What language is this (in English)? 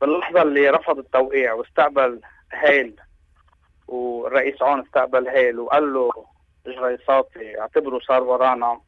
North Levantine Arabic